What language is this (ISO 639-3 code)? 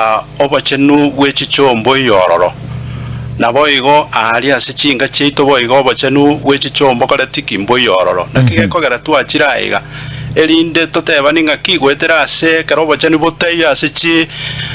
guz